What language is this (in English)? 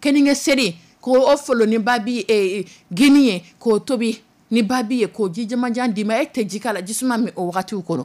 Dyula